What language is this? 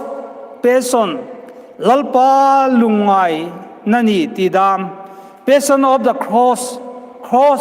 Hmar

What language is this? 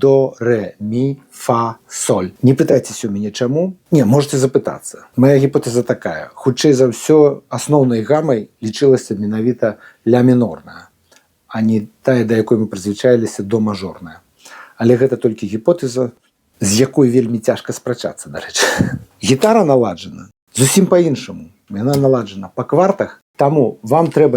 Belarusian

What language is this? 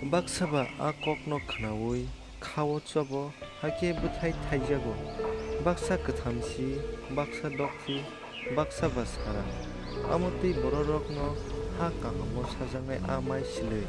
Kok Borok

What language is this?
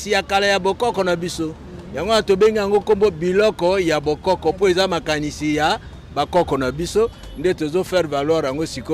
Lingala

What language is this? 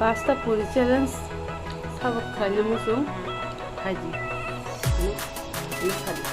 Kok Borok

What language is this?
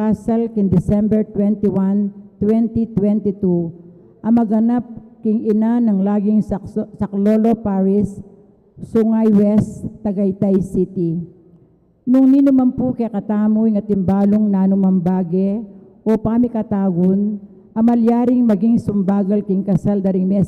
Pampanga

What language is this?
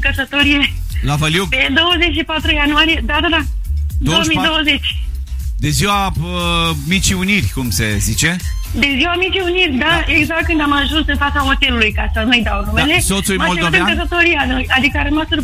Romanian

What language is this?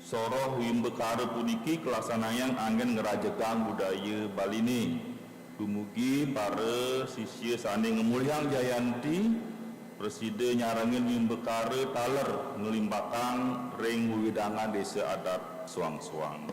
Balinese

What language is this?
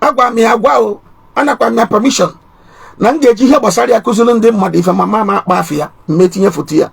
Igbo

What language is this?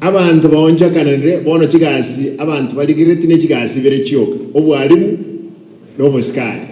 Gusii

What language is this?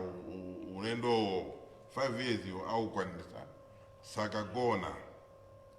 Nyanja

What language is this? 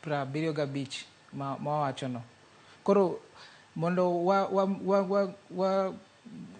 Luo (Kenya and Tanzania)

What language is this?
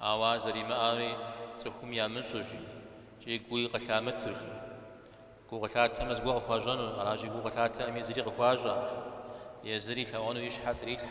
Kabardian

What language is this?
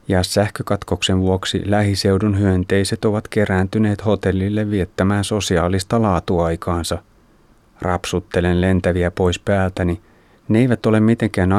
Finnish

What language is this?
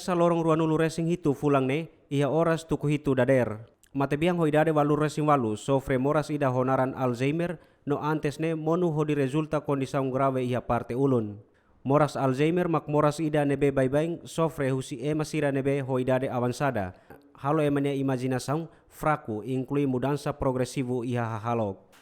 Tetum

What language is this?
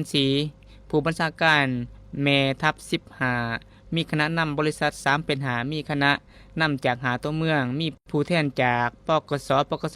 Lao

